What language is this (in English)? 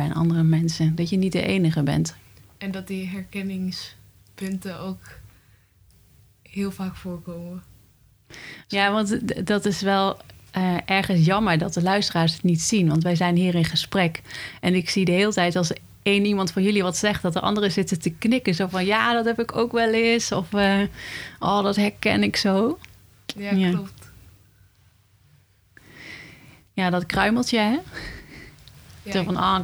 Dutch